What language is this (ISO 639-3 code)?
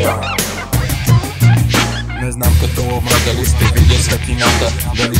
bul